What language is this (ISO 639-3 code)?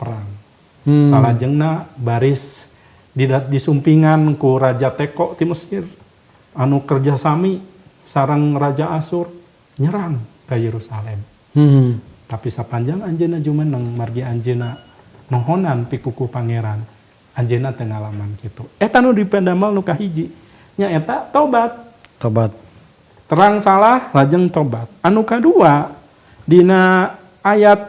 sun